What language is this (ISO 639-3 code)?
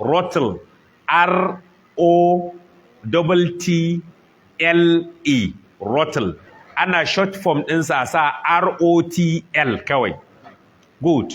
hau